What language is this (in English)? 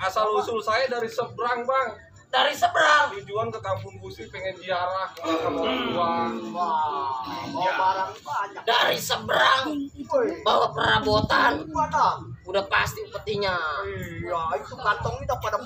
Betawi